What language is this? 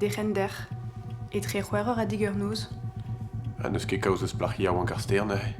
Breton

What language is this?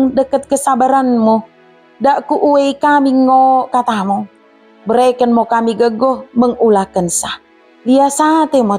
Batak Dairi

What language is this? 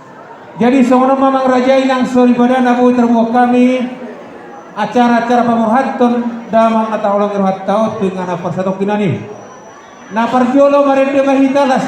Batak Toba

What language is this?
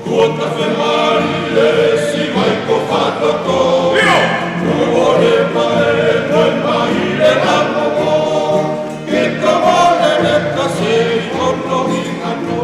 Tongan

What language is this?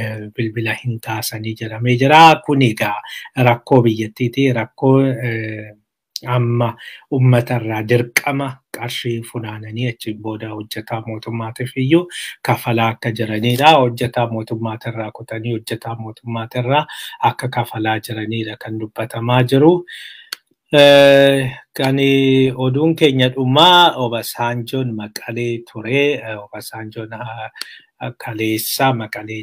Oromo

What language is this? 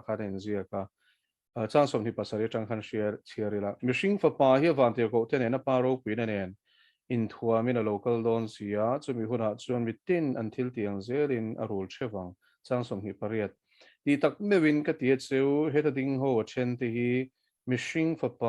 Mizo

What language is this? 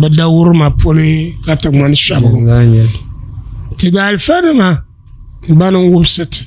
Dagbani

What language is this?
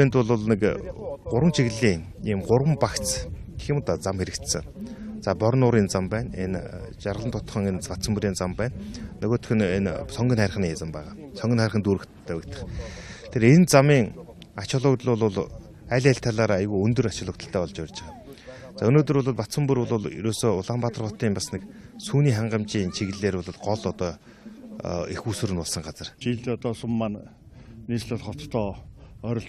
Mongolian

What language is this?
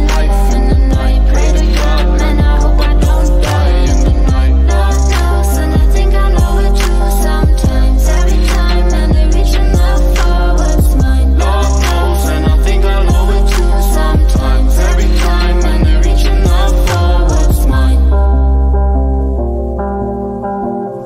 English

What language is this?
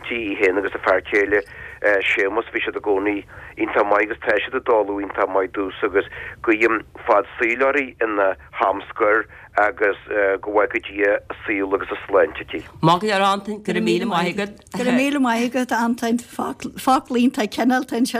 Irish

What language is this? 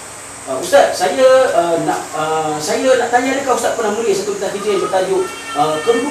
Malay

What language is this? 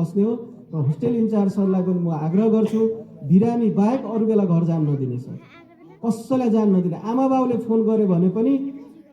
Nepali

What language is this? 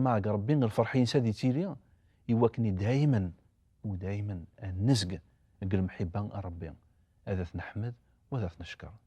Kabyle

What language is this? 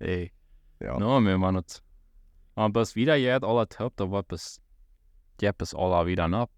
Plautdietsch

